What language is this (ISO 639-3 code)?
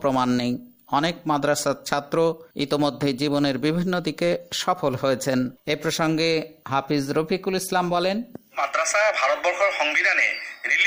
ben